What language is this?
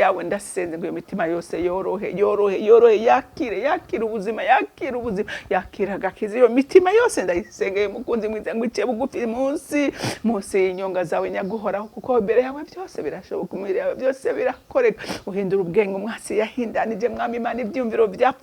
Rundi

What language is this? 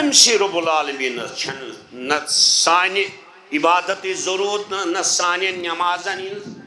Kashmiri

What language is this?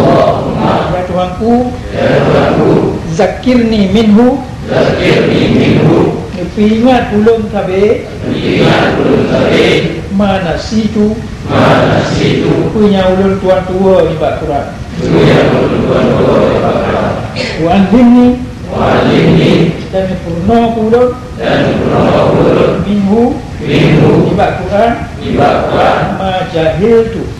Achinese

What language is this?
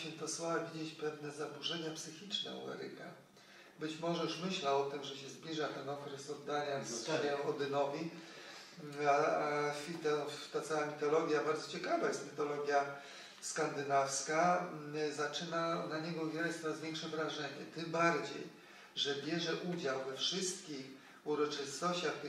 Polish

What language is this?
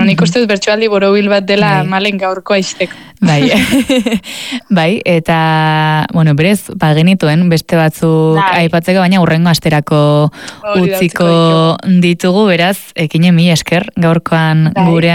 Basque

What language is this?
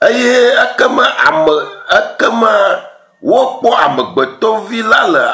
Ewe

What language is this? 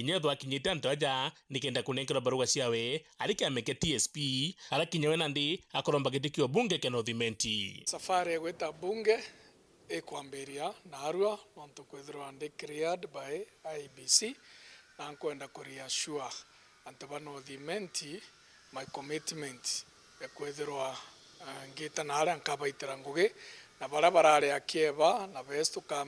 Meru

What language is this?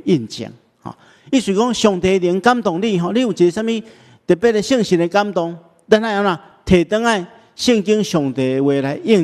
Min Nan Chinese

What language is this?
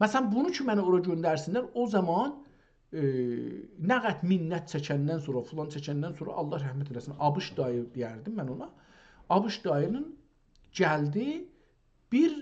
South Azerbaijani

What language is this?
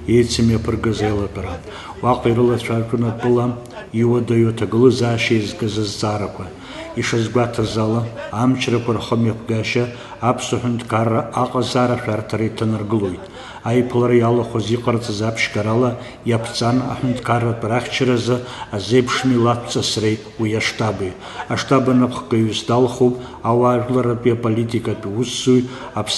Abkhazian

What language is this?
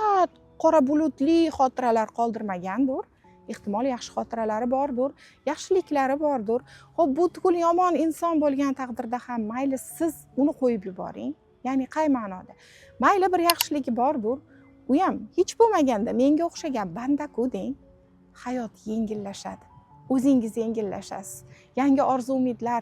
Uzbek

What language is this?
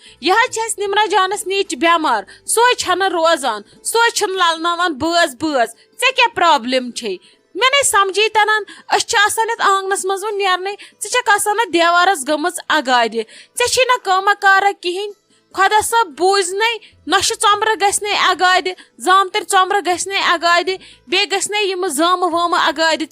Kashmiri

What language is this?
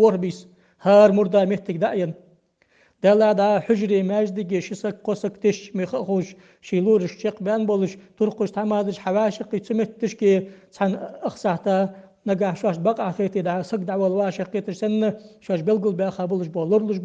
Ingush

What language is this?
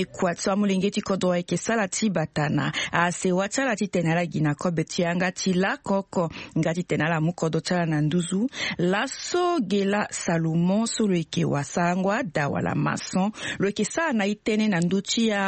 Sango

